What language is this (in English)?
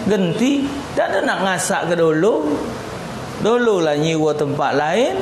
Musi